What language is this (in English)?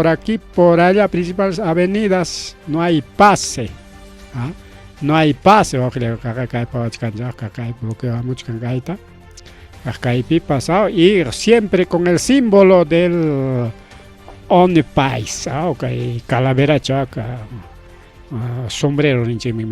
Ayacucho Quechua